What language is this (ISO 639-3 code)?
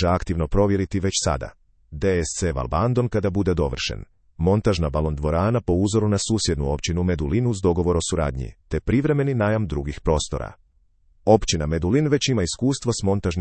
hrv